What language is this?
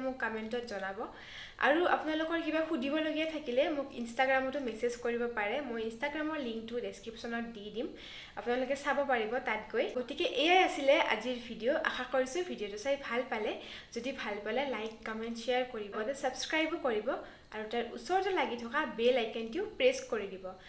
Assamese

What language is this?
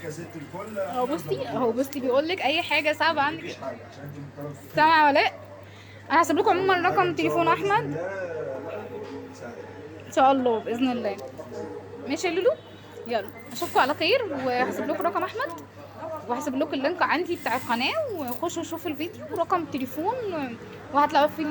Egyptian Arabic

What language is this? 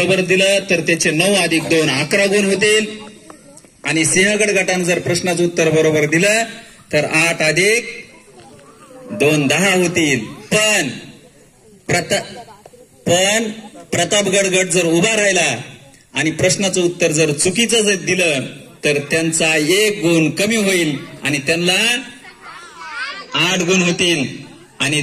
Marathi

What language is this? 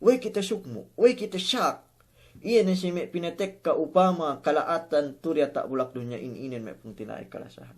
Yakan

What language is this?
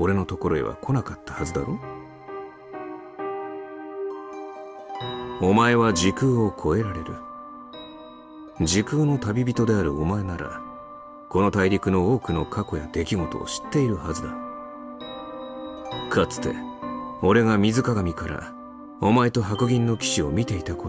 Japanese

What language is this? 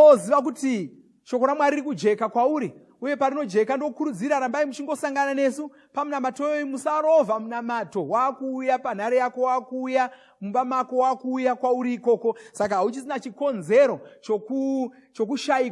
Shona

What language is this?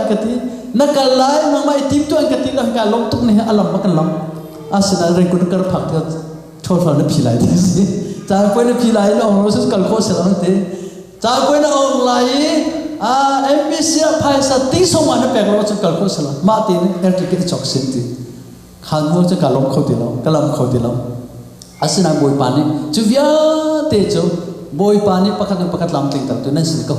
Hakha Chin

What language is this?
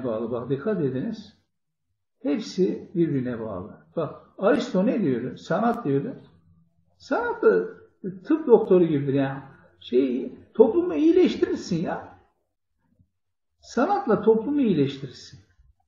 Turkish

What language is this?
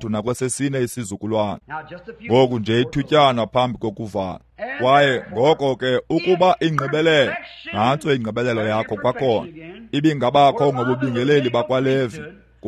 Xhosa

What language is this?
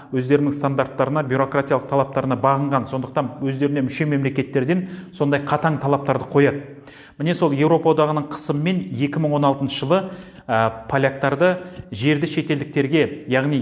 Kazakh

